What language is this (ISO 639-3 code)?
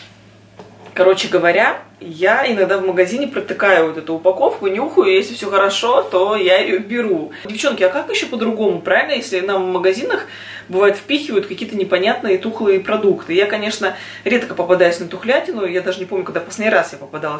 rus